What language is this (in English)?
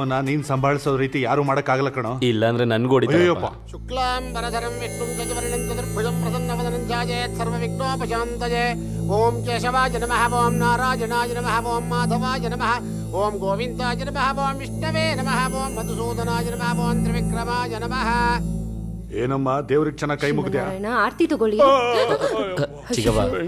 Kannada